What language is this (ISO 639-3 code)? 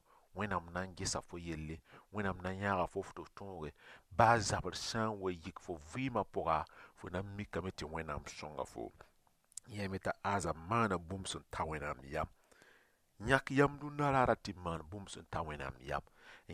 mos